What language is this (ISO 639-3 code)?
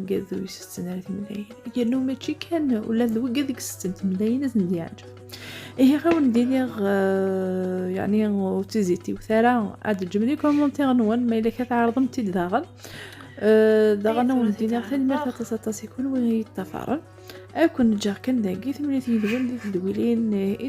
kab